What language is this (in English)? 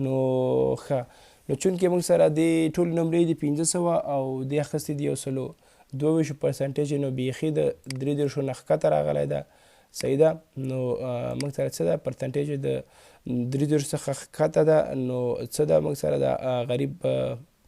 Pashto